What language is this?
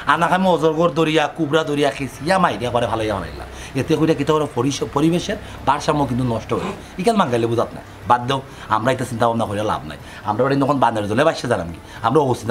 Sylheti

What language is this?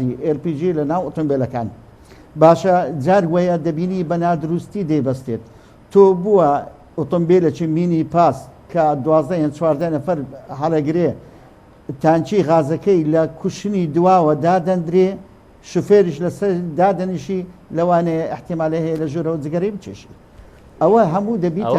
Central Kurdish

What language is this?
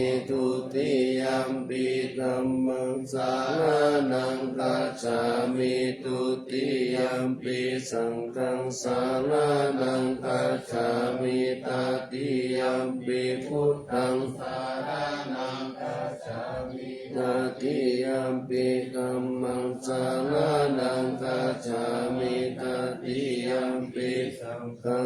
Pali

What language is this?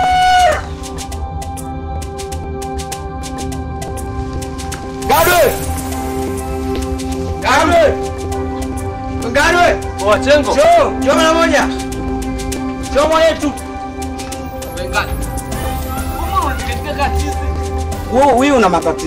Swahili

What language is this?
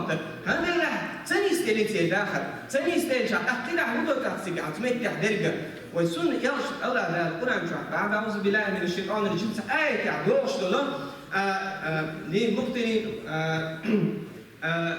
Chechen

